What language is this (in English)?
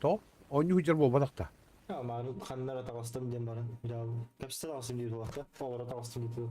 Yakut